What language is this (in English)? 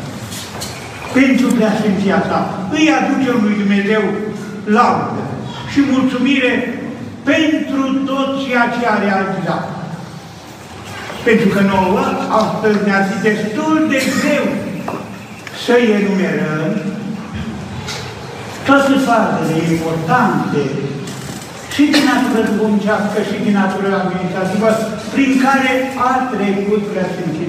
Romanian